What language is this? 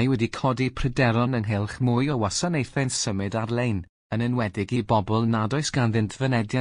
Welsh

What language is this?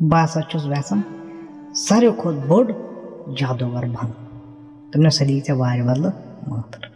Kashmiri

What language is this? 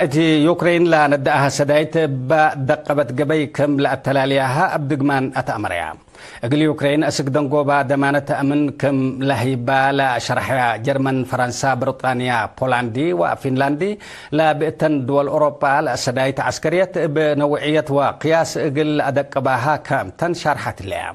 Tigre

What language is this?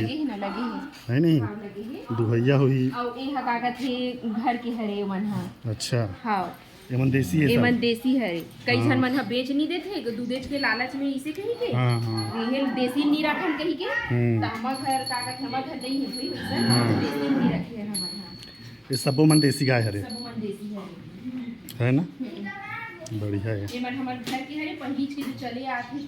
Chhattisgarhi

